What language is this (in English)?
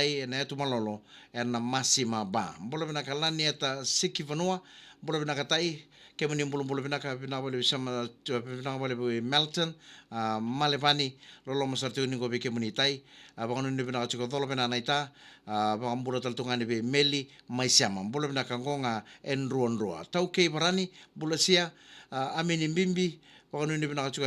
Fijian